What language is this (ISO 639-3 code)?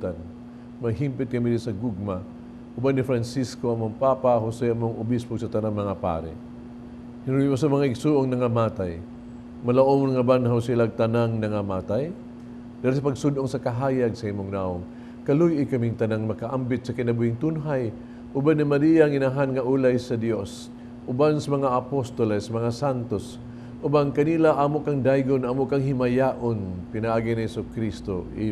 ceb